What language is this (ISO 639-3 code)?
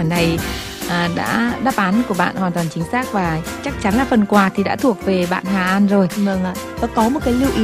vie